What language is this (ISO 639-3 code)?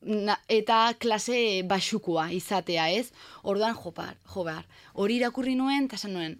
eus